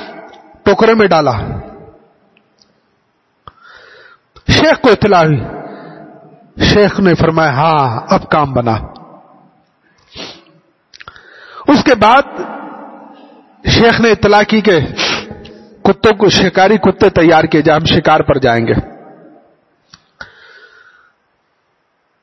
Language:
Urdu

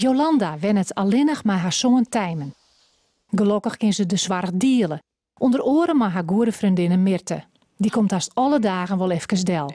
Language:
Western Frisian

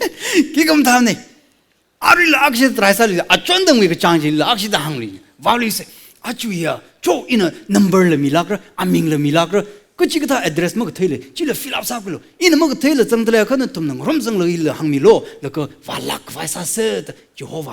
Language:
Tangkhul Naga (India)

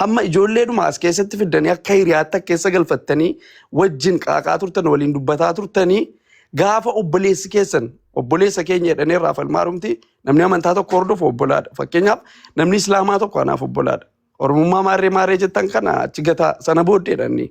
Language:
Oromo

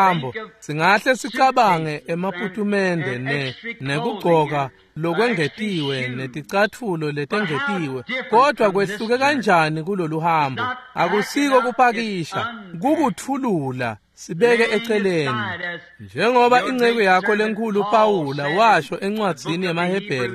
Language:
Swati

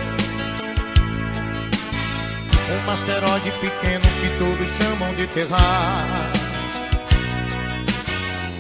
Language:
Portuguese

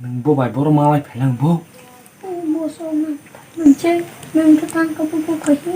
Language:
Kok Borok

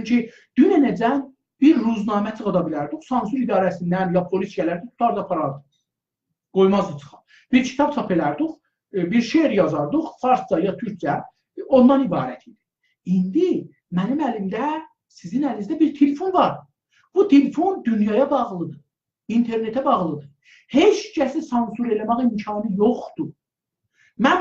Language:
South Azerbaijani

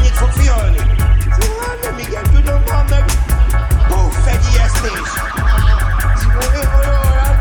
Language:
Hungarian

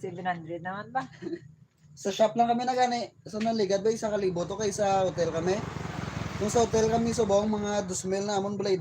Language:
Hiligaynon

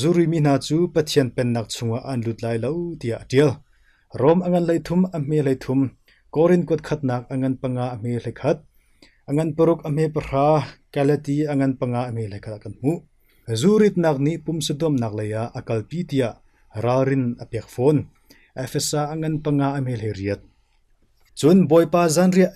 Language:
Hakha Chin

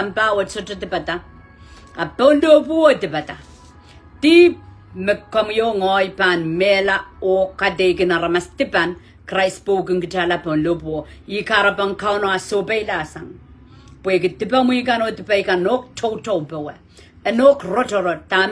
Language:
Pohnpeian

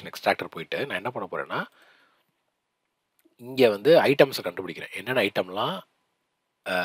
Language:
Tamil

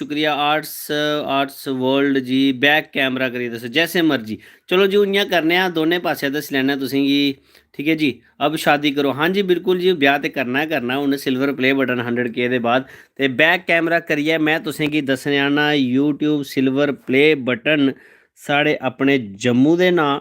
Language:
Dogri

